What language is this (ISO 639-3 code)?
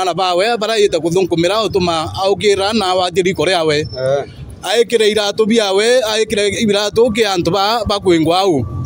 mer